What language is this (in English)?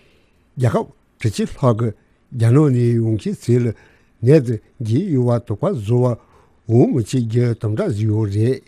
Tibetan